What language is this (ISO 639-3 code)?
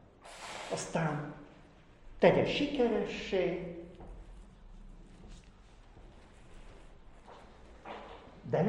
hun